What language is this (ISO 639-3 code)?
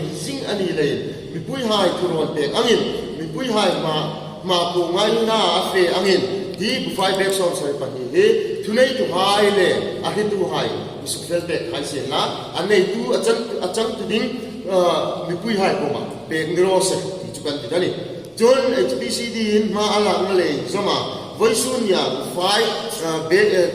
hmr